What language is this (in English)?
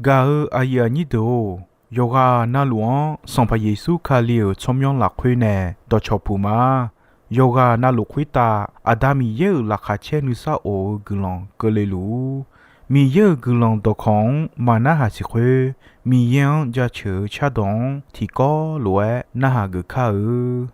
Akha